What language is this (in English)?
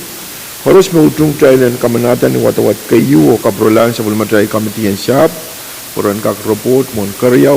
Pohnpeian